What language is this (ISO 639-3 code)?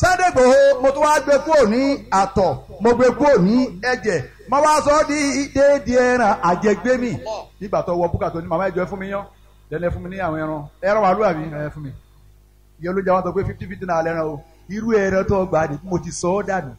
yor